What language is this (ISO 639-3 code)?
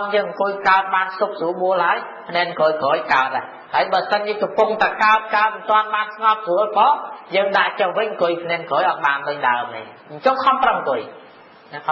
khm